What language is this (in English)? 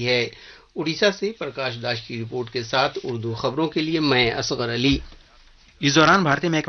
Urdu